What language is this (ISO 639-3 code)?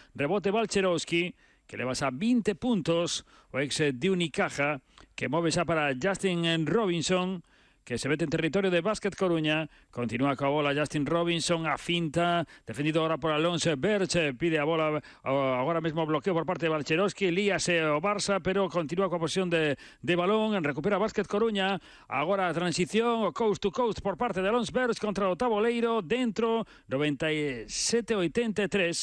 glg